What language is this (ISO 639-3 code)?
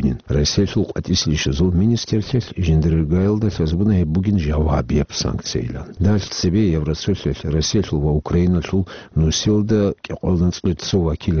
ava